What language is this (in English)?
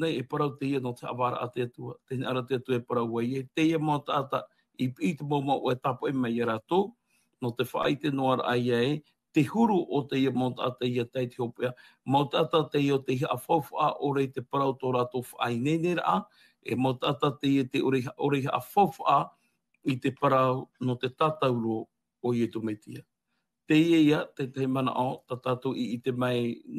Tahitian